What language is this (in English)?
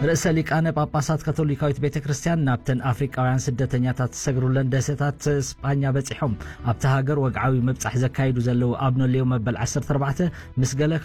Tigrinya